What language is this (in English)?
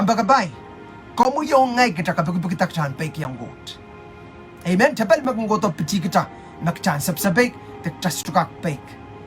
Pohnpeian